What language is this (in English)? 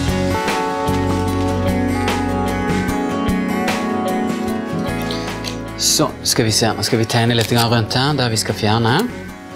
Norwegian